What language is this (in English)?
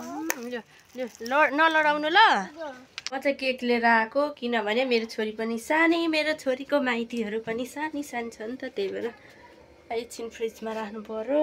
Nepali